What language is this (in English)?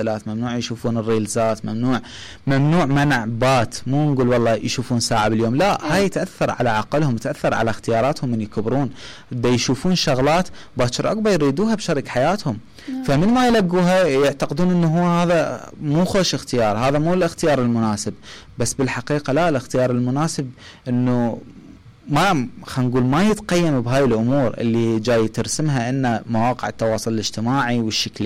Mesopotamian Arabic